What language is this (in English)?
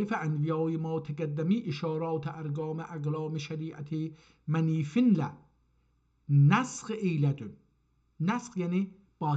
South Azerbaijani